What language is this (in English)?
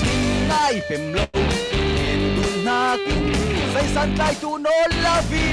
Falam Chin